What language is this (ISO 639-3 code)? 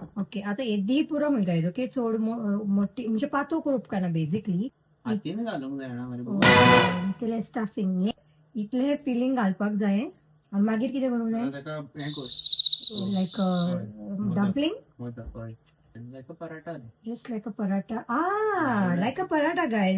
kok